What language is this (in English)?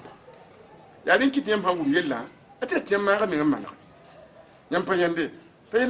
Mossi